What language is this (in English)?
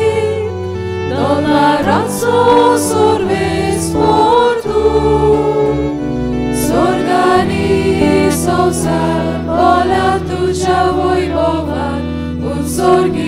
Konkani